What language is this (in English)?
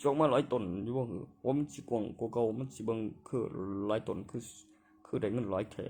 Northeastern Thai